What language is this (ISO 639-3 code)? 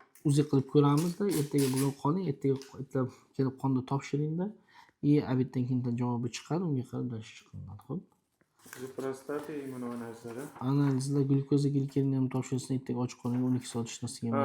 uzb